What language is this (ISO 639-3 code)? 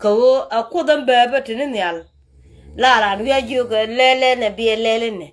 nus